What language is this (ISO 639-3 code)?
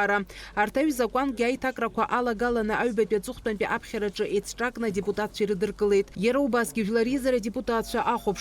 abk